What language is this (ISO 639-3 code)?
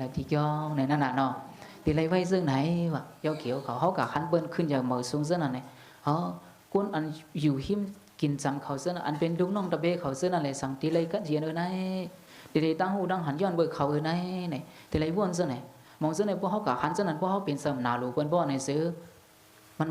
shn